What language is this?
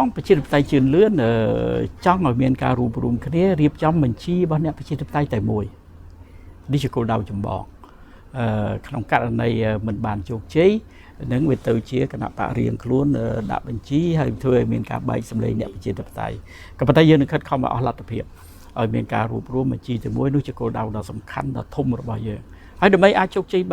Khmer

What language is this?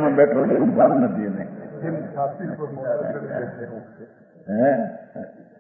Gujarati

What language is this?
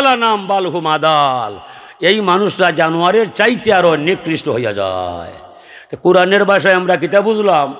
Sylheti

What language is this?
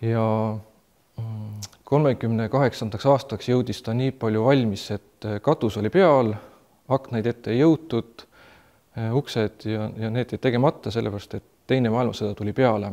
Estonian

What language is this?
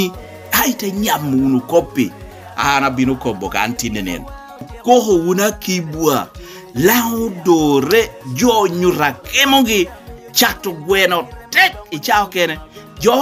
Lango (Uganda)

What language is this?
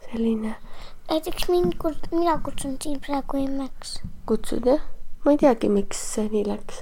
Estonian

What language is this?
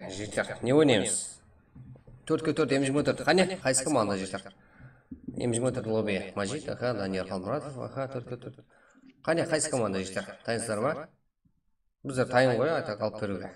Kara-Kalpak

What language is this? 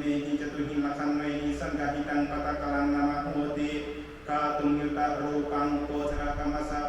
Pali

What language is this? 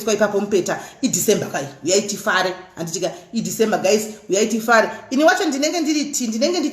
Shona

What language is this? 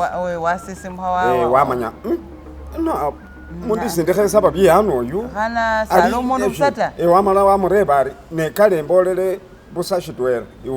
Masaaba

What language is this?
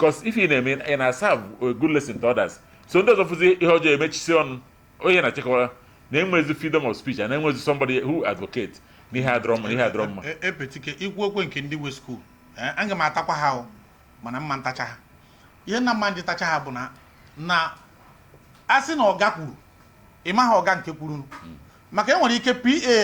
Igbo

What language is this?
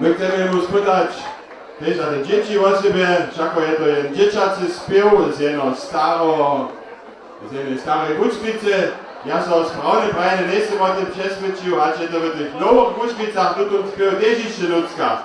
Upper Sorbian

